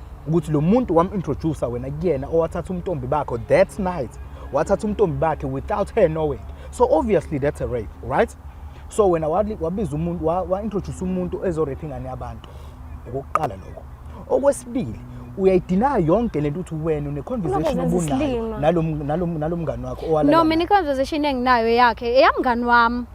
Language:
Zulu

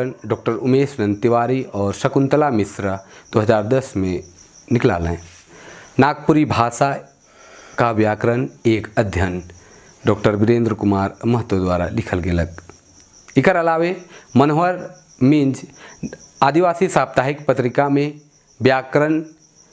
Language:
Sadri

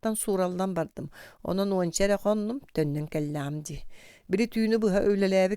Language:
Yakut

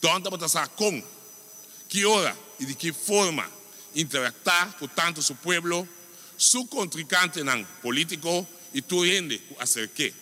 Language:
Papiamento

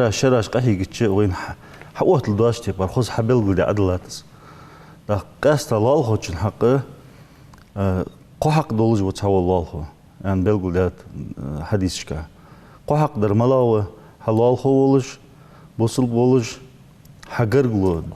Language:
Ingush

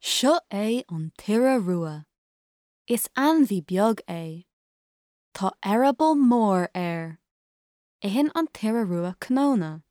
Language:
Irish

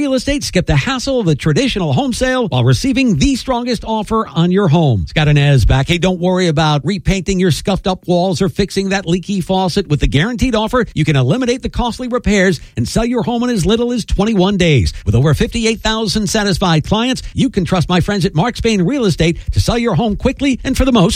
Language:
English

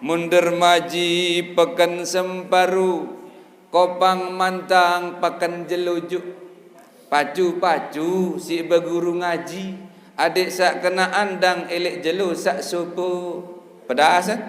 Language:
Sasak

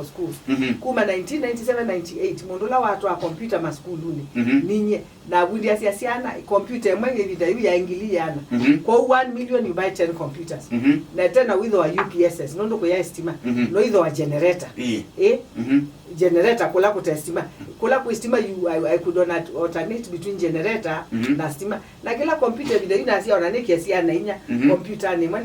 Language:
Kamba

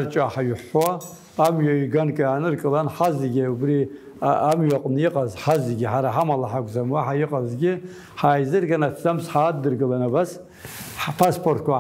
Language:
Abkhazian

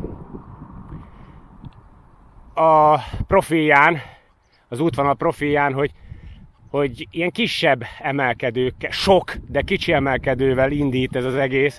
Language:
Hungarian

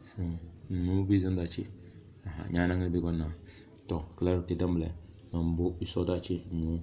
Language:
Tem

